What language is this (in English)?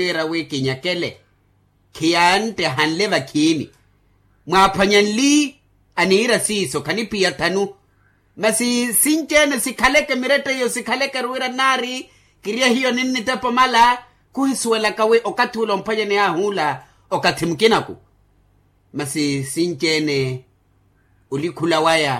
Makhuwa